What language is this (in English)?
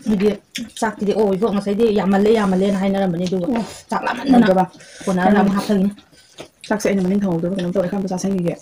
Manipuri